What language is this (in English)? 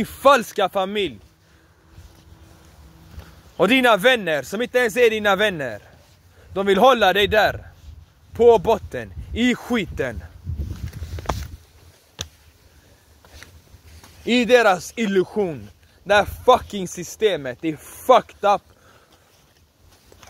Swedish